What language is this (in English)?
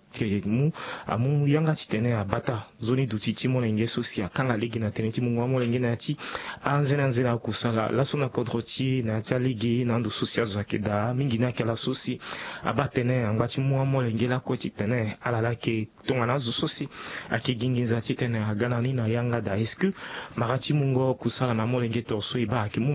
Sango